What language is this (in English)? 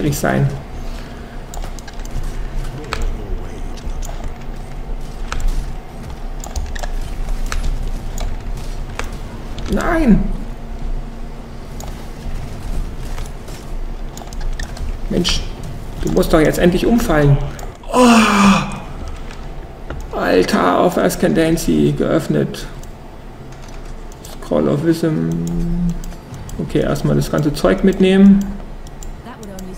German